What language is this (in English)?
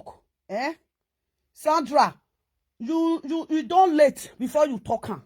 Nigerian Pidgin